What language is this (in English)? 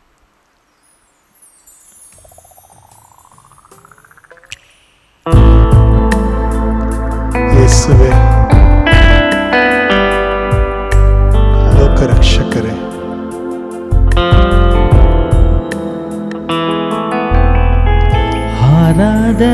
Kannada